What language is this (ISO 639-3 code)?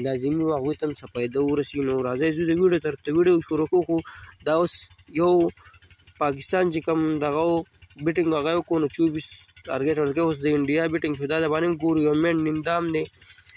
pus